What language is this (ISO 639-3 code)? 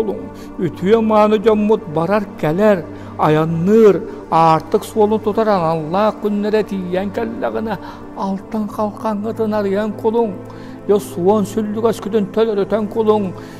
sah